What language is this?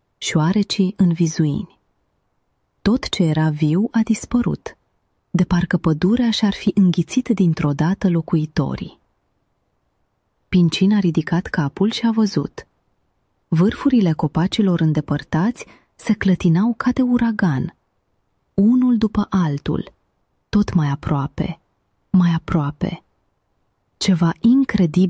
Romanian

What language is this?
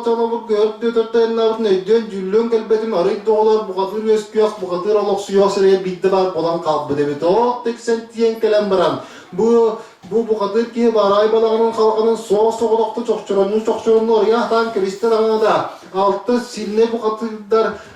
Yakut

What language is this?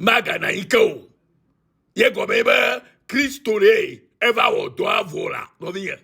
Ewe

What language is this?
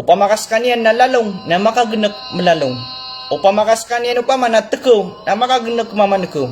Maranao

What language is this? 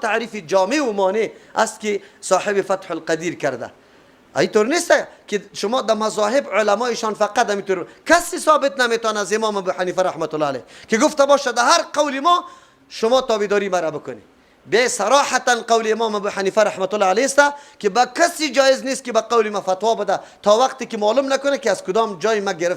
Persian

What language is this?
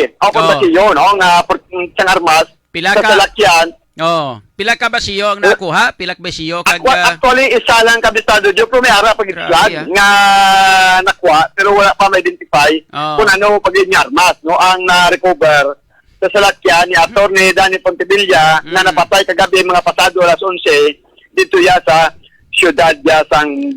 Hiligaynon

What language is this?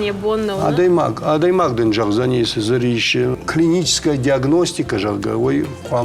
Ossetic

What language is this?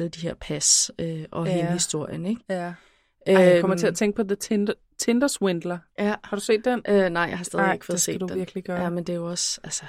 Danish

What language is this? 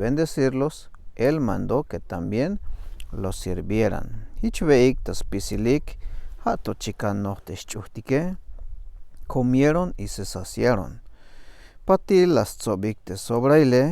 Tzeltal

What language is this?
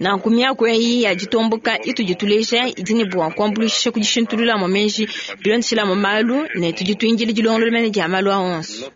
Luba-Lulua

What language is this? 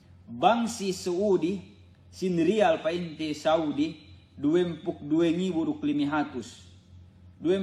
Yakan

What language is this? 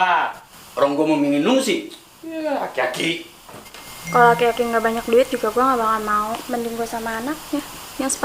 Betawi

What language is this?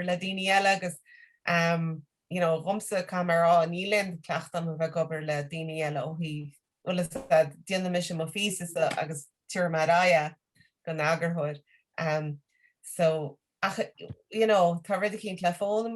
Irish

